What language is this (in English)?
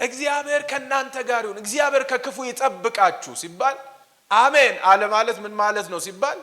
Amharic